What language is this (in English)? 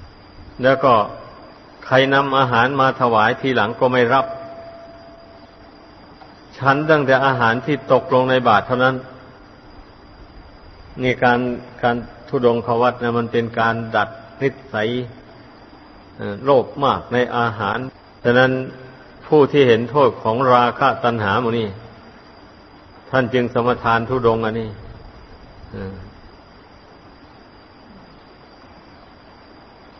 Thai